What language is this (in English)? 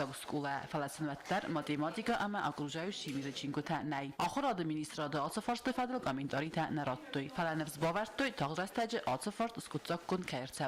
Ossetic